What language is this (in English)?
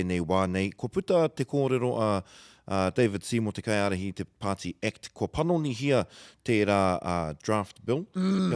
Māori